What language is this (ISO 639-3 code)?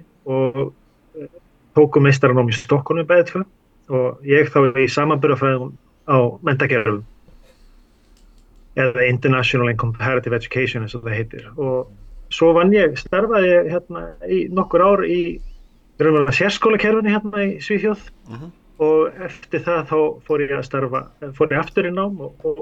isl